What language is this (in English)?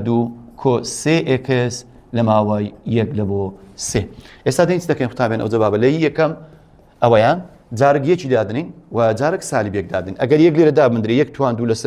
Central Kurdish